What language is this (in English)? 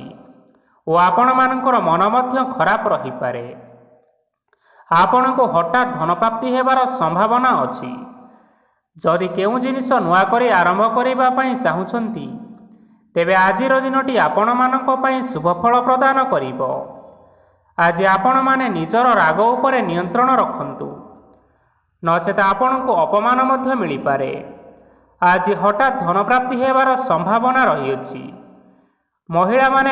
Odia